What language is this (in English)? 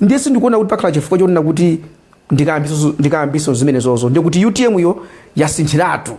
Nyanja